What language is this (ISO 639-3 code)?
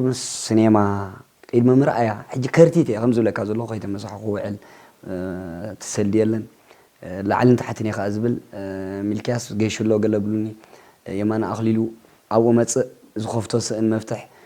tir